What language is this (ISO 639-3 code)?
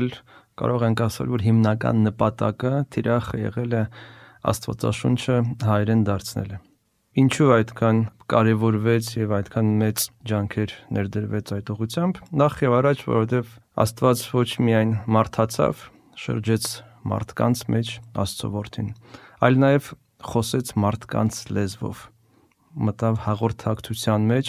hye